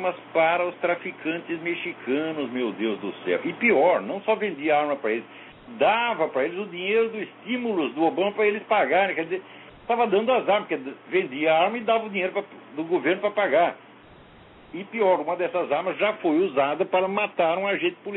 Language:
Portuguese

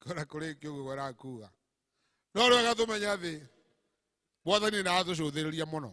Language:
Kikuyu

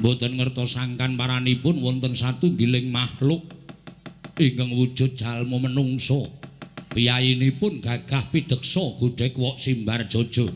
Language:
Javanese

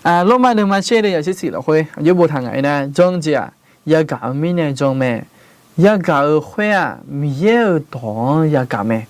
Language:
Akha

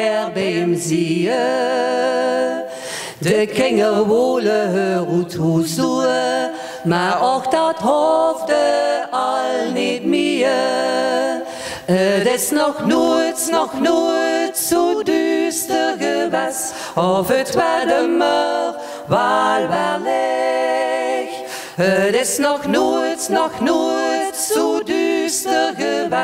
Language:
Dutch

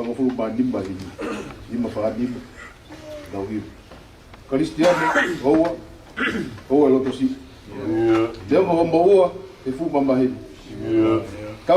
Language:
Tongan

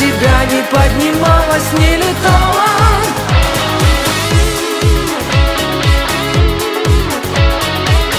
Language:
Russian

